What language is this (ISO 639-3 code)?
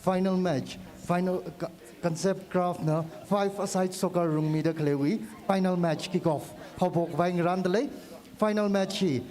nmf